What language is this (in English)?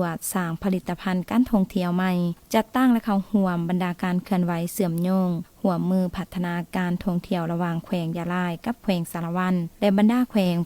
Lao